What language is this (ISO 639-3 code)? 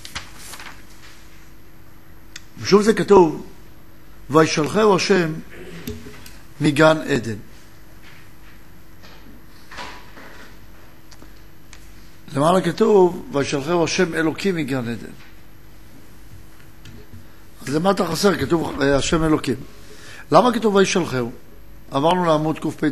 heb